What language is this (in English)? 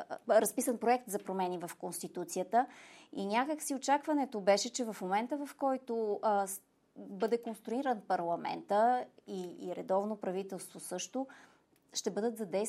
Bulgarian